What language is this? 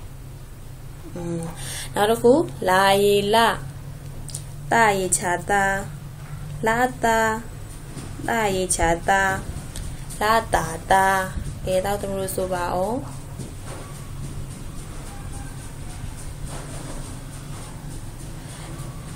Burmese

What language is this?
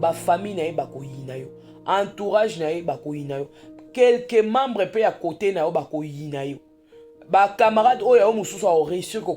Lingala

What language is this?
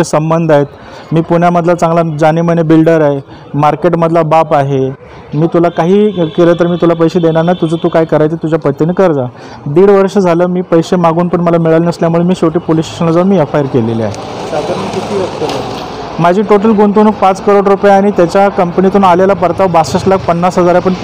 Marathi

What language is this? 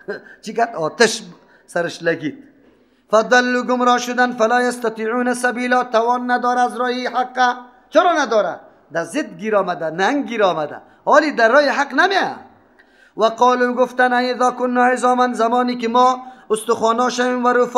Persian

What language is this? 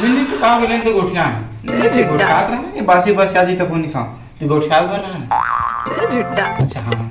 Chhattisgarhi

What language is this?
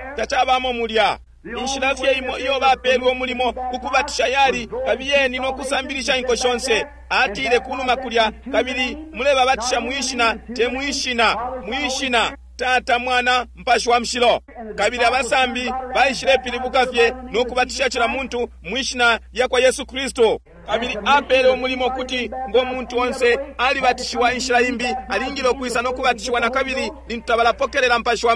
Bemba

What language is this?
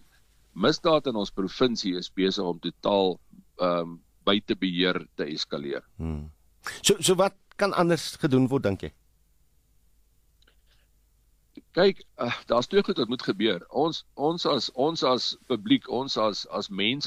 Afrikaans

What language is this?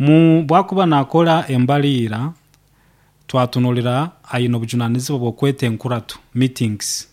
Nyoro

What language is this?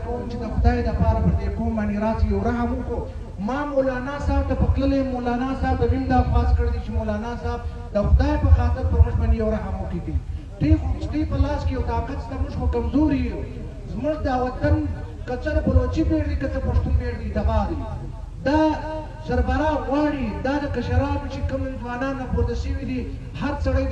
Pashto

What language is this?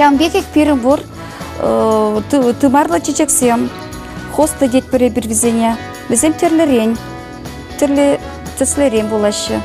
Chuvash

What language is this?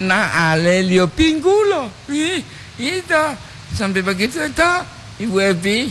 Gorontalo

